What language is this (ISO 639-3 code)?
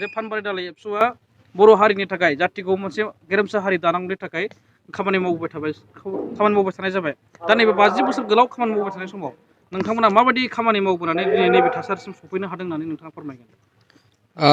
brx